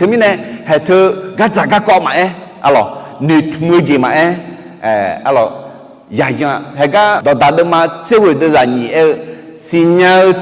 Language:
Akha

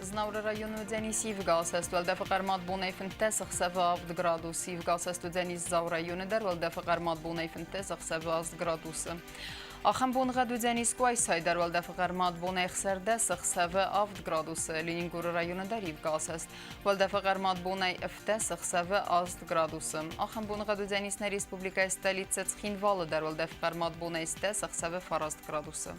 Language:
Ossetic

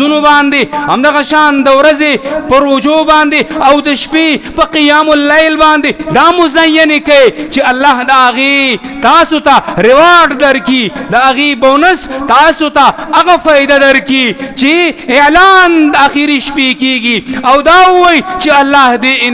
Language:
Pashto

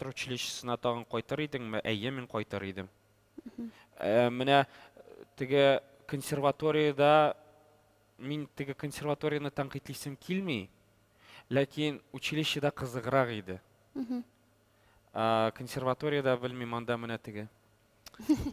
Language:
Tatar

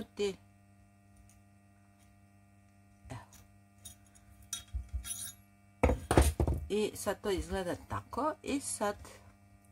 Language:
Croatian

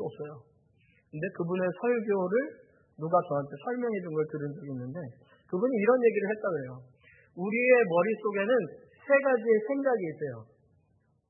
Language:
Korean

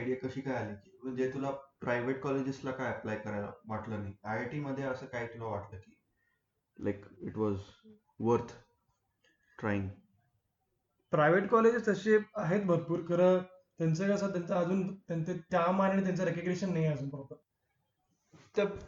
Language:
Marathi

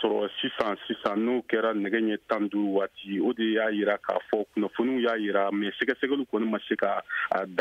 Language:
Bambara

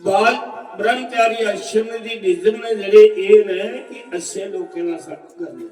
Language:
Dogri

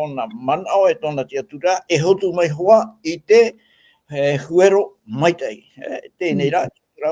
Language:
Tahitian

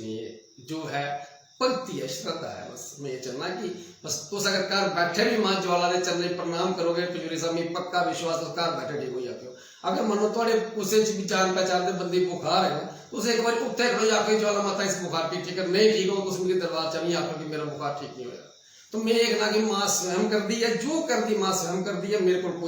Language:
Dogri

